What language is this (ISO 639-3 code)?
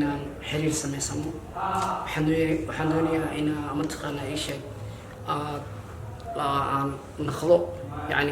som